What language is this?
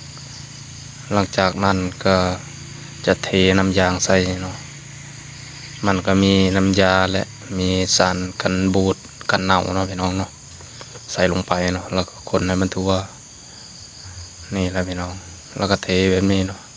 Lao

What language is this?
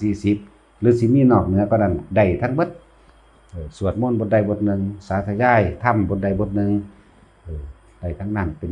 Northeastern Thai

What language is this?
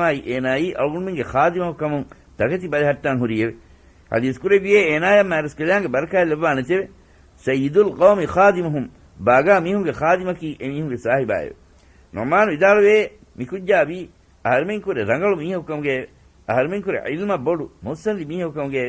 Divehi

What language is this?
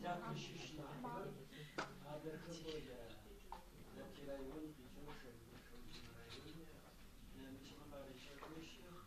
Adyghe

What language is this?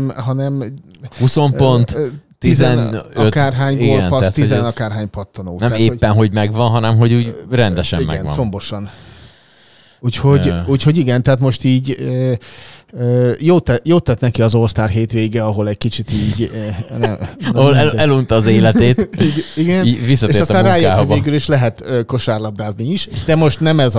Hungarian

